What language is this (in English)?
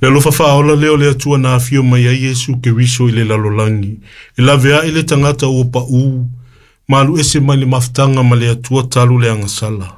Samoan